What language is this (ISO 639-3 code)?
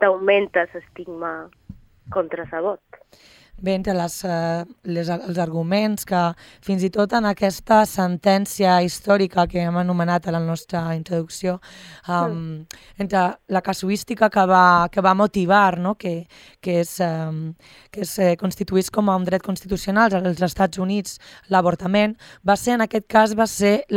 cat